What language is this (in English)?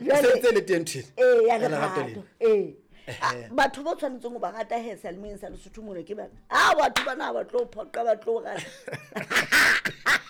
Southern Sotho